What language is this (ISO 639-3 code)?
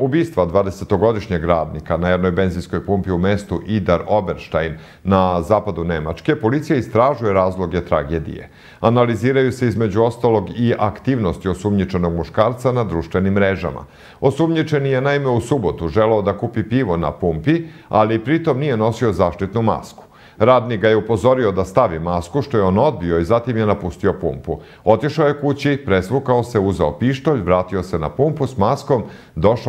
srp